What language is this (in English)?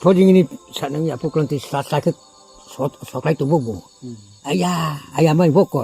Riang (India)